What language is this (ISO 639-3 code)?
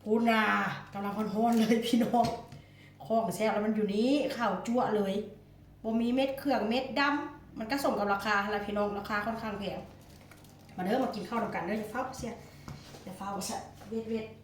tts